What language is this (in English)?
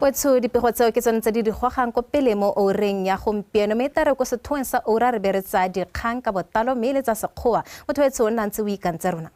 Tswana